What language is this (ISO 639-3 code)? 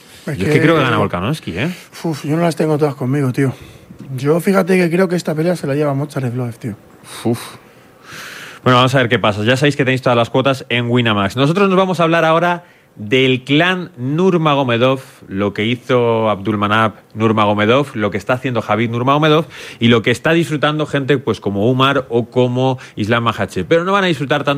spa